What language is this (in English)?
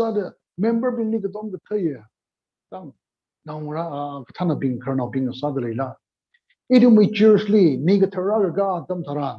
Tangkhul Naga (India)